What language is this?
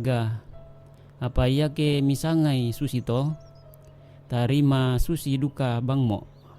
Toraja-Sa'dan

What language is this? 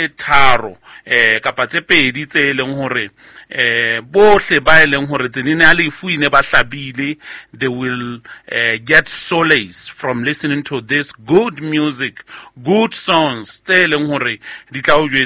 Southern Sotho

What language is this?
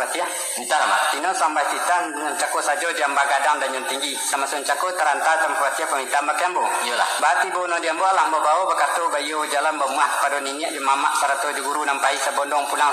Minangkabau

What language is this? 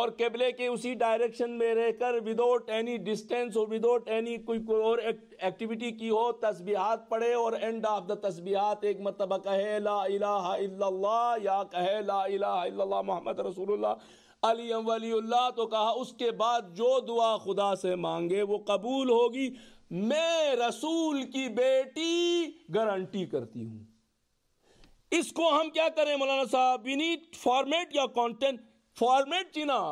Urdu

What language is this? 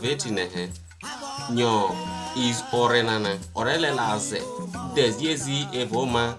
Isoko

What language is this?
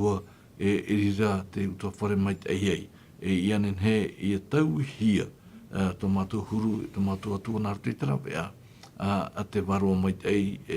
Tahitian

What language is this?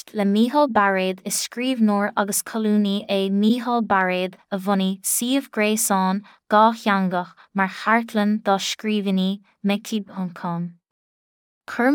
Irish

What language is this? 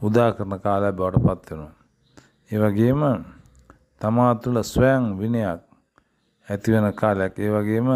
Sinhala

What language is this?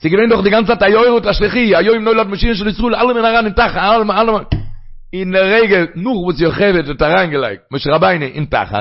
Yiddish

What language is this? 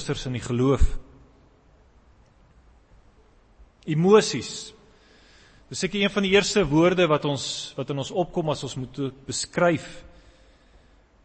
Afrikaans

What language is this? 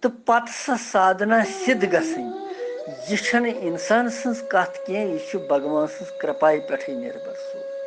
Kashmiri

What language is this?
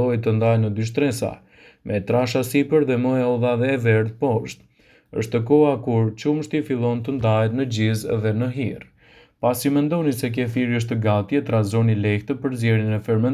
Albanian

